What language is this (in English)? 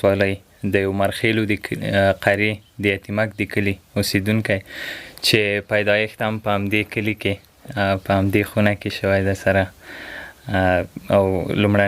Pashto